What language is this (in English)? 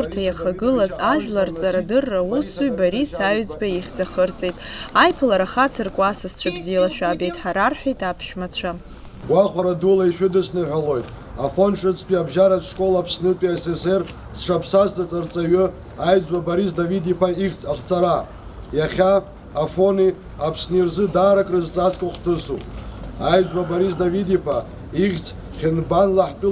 Abkhazian